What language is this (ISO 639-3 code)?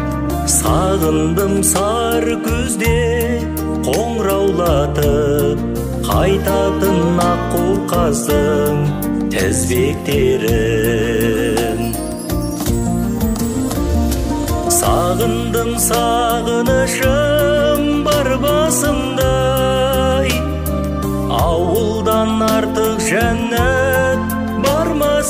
kaz